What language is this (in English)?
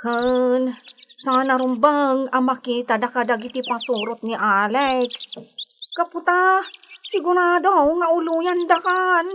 Iloko